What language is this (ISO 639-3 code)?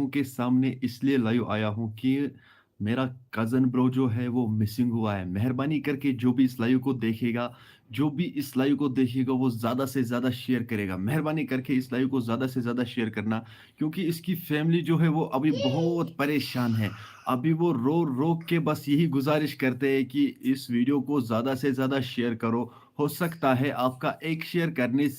kas